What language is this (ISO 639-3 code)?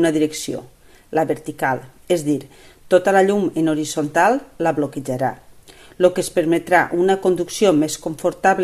cat